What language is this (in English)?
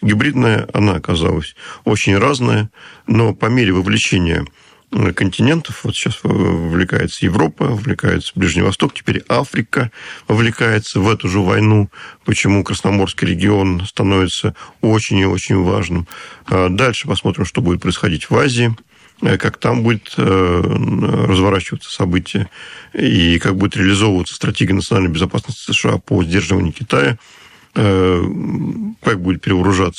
Russian